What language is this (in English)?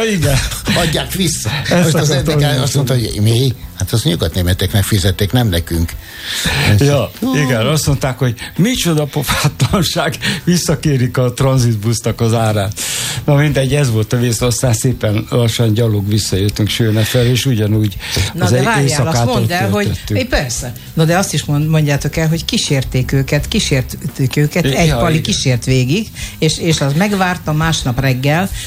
Hungarian